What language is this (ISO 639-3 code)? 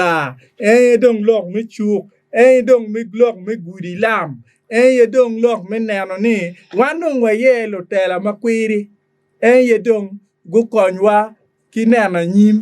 ach